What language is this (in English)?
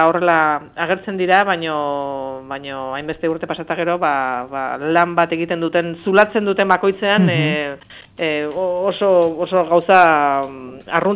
Basque